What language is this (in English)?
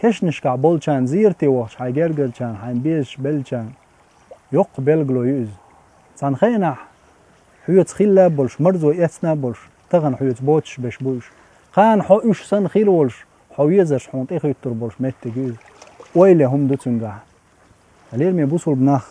Chechen